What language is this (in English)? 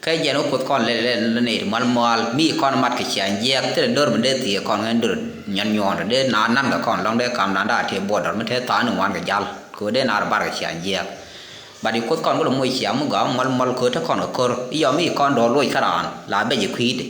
Nuer